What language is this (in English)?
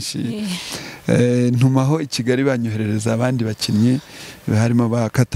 Kinyarwanda